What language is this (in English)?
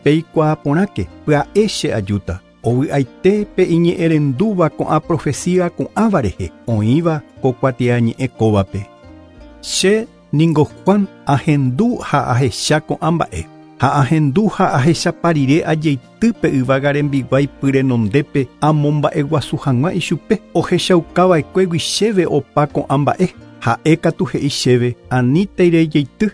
Guarani